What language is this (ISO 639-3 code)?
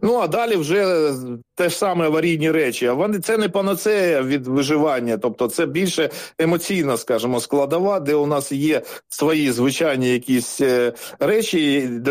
ukr